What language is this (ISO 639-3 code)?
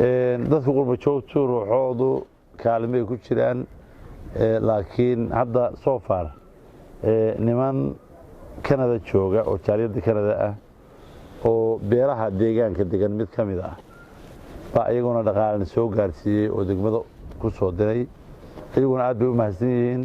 som